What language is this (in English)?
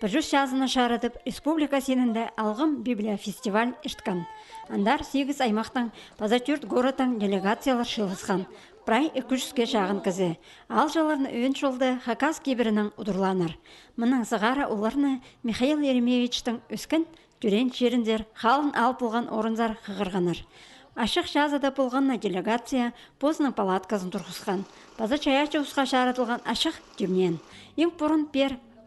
Khakas